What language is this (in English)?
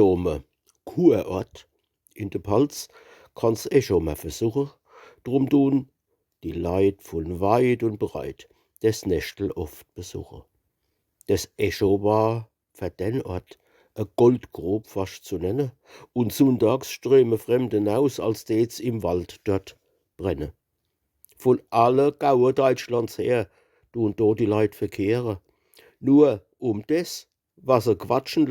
Palatine German